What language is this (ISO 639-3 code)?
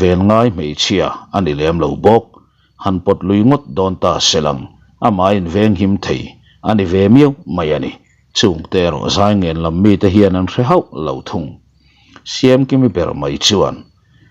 lus